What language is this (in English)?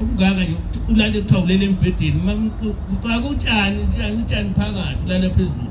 Zulu